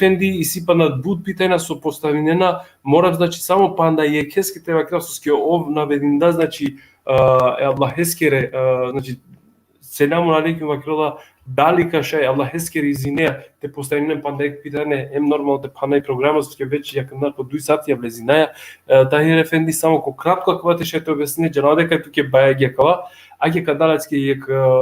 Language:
Balkan Romani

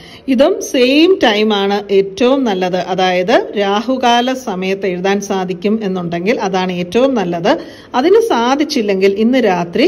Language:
Malayalam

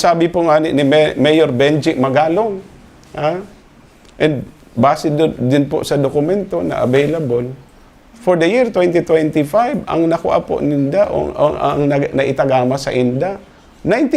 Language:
Bikol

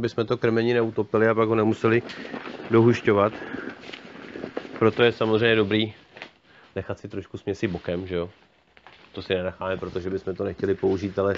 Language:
Czech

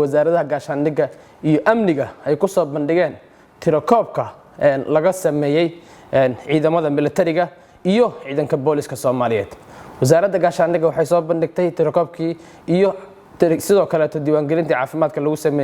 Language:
Somali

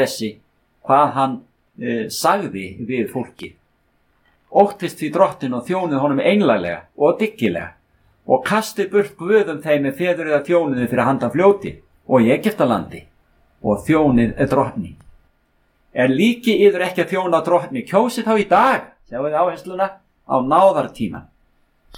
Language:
Icelandic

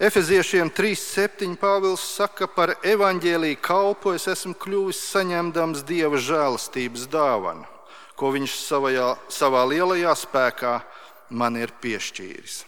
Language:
Latvian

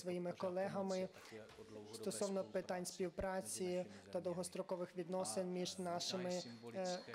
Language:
Ukrainian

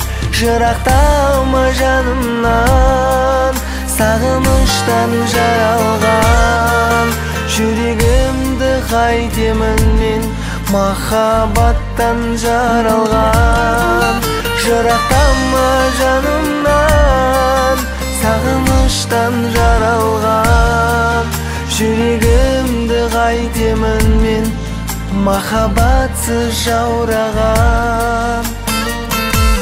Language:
Kazakh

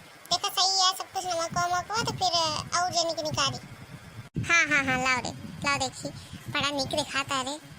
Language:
Awadhi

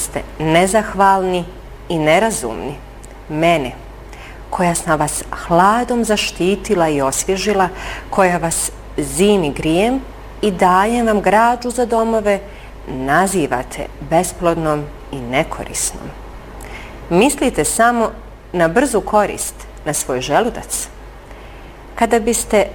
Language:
Bosnian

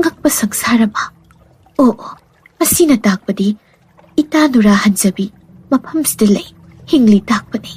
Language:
Manipuri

